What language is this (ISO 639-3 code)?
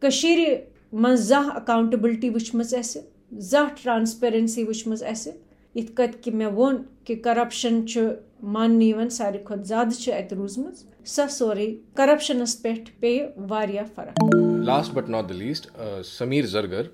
kas